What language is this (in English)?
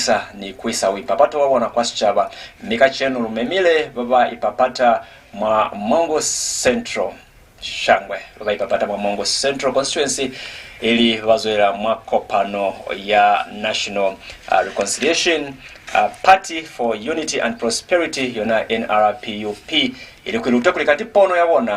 Lozi